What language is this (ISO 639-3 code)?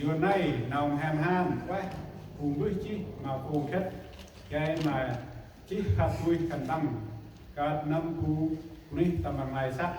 cmo